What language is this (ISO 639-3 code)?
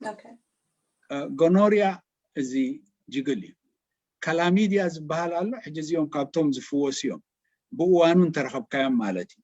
tir